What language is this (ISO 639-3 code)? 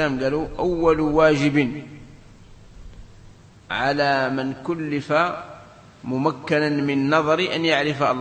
ara